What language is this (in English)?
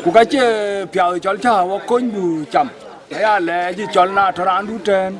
Dinka